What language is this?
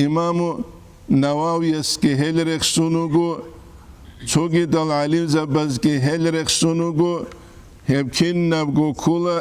Avaric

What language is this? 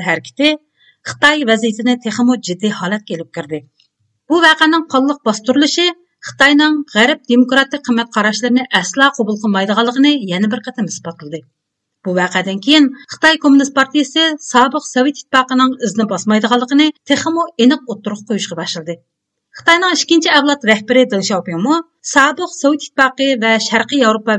Uyghur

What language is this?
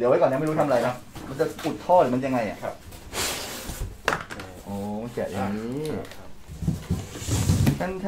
Thai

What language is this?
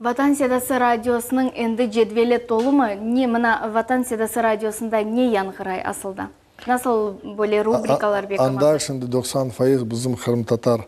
Crimean Tatar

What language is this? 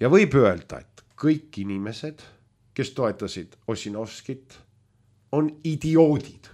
Estonian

